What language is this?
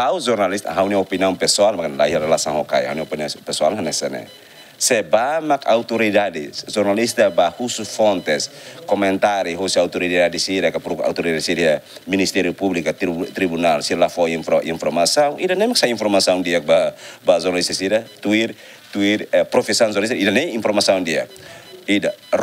Tetum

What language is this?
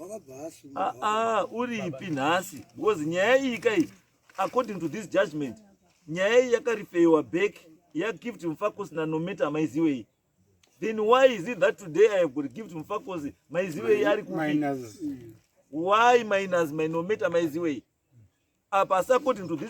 Shona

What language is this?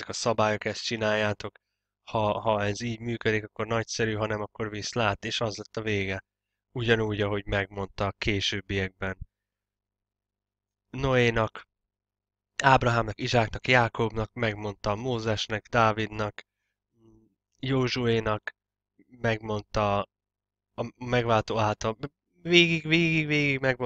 Hungarian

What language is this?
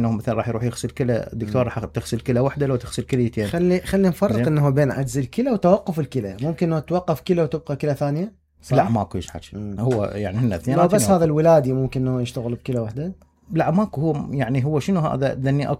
Mesopotamian Arabic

